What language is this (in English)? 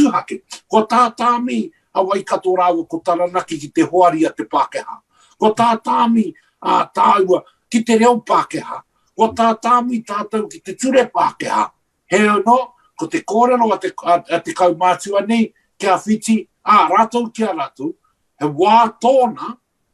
Māori